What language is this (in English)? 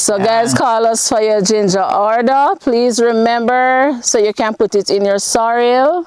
Jamaican Creole English